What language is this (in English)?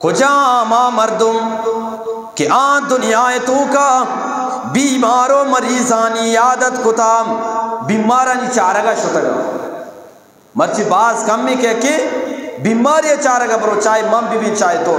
Eastern Balochi